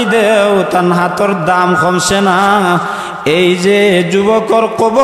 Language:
Sylheti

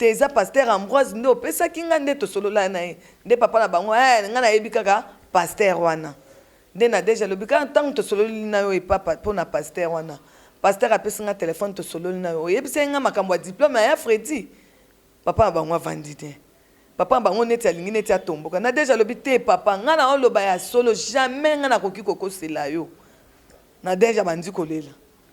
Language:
Lingala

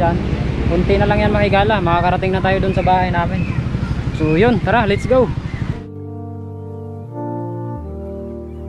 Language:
Filipino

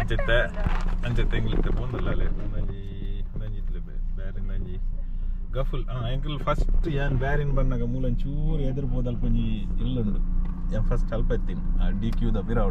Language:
Tulu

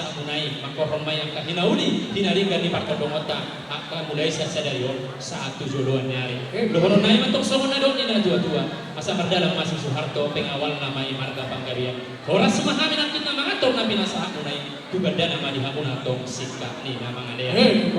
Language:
Batak Toba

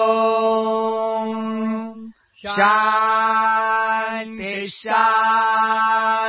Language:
Sanskrit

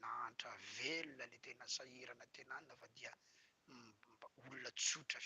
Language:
Malagasy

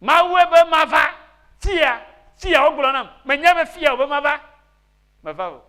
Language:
Ewe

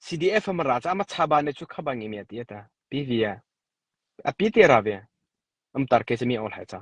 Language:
Mara Chin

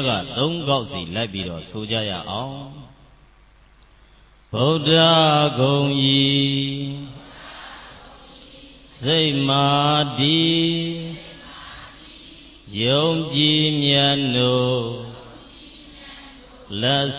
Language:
Burmese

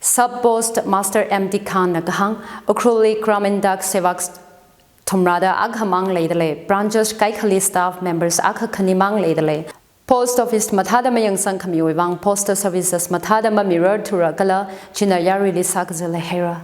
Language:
Tangkhul Naga (India)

